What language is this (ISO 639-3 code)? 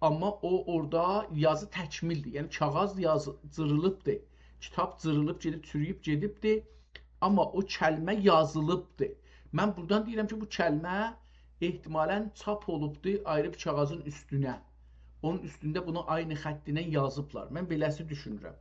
azb